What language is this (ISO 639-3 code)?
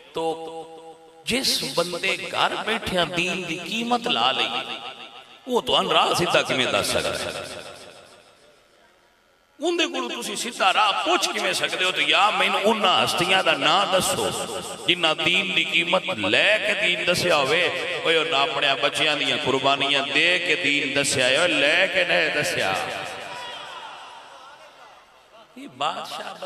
lah